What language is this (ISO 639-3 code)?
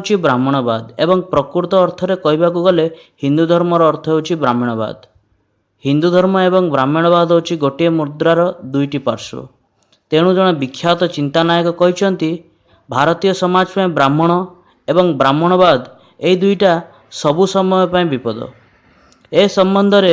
ori